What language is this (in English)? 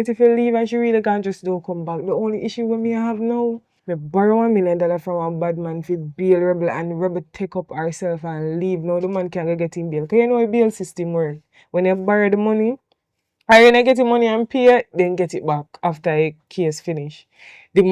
Jamaican Creole English